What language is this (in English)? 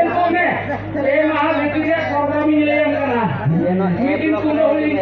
Santali